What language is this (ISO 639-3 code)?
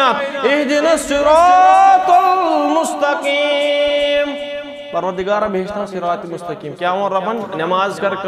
kas